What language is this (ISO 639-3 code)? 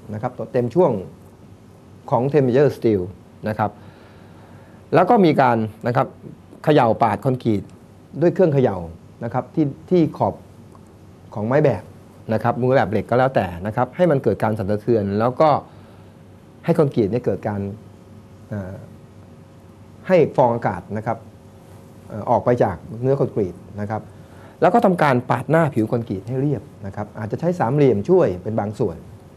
tha